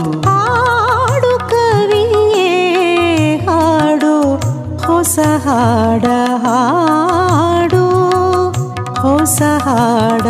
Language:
Kannada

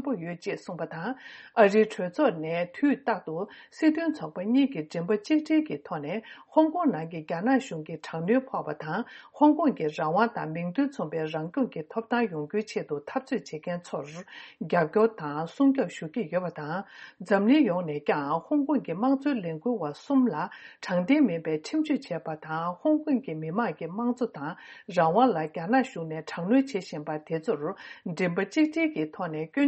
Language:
Tibetan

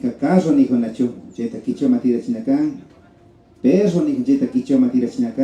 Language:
Imbabura Highland Quichua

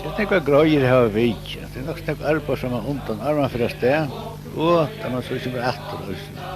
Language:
Faroese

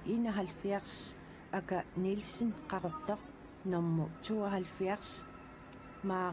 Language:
Kalaallisut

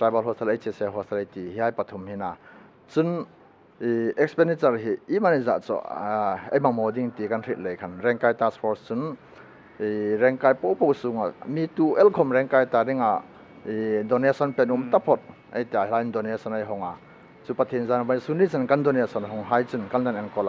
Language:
Hmar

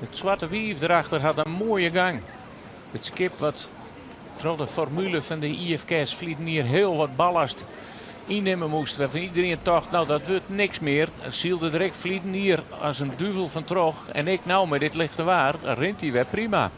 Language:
Western Frisian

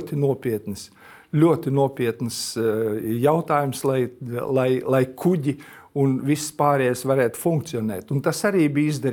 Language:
Latvian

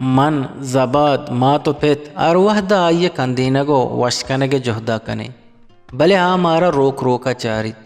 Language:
Eastern Balochi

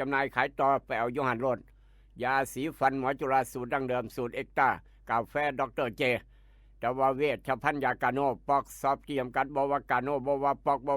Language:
Northeastern Thai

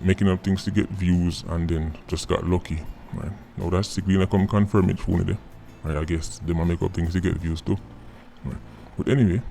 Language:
Jamaican Creole English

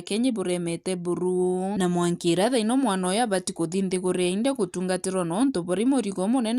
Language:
Meru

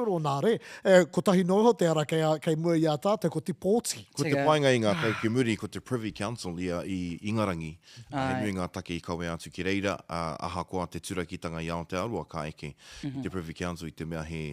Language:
Māori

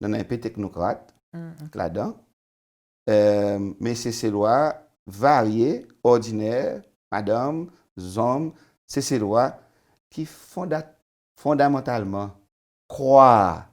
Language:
Seselwa Creole French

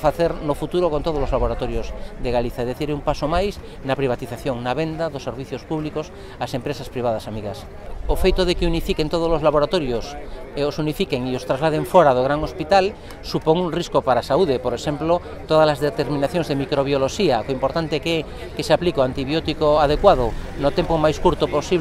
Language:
Galician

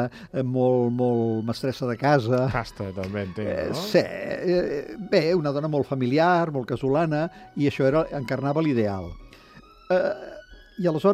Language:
Catalan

